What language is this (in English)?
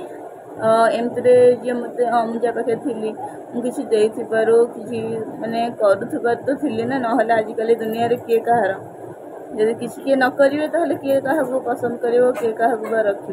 Odia